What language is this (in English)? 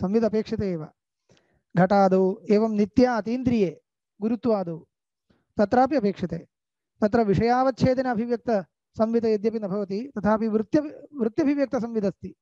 Sanskrit